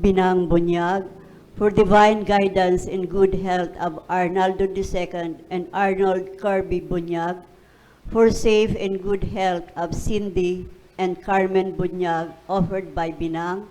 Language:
Bikol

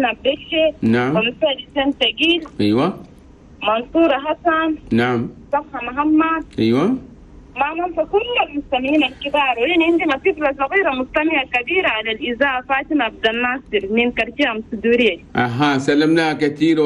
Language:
Chadian Arabic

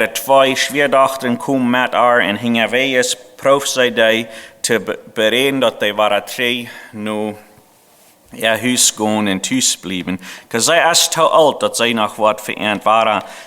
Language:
Plautdietsch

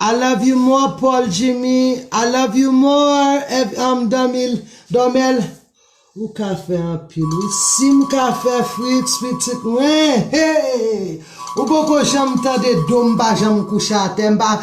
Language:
Haitian Creole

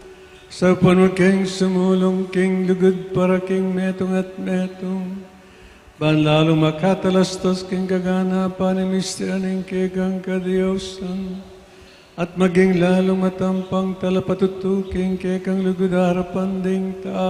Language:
Pampanga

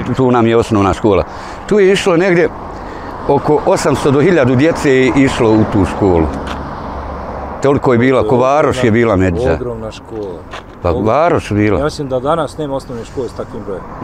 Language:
Bosnian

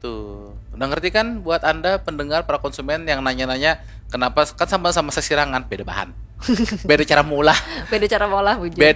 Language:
Banjar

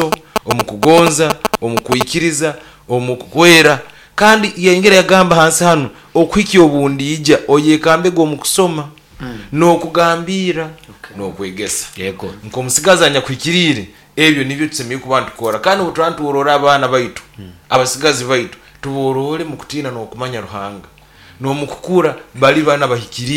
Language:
Nyoro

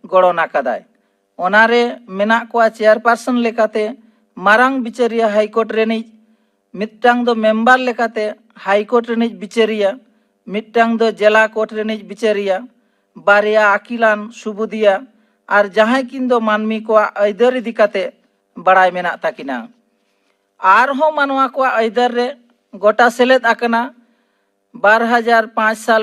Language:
Santali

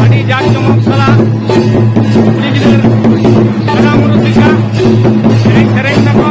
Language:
Santali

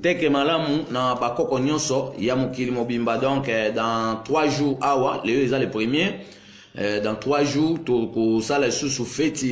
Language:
Lingala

